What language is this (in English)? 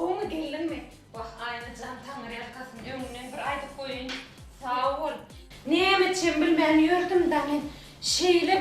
Turkmen